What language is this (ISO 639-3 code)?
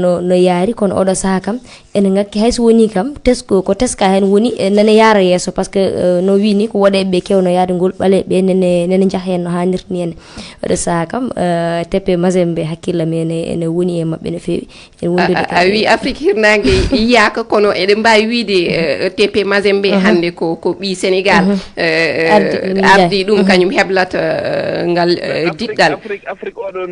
ful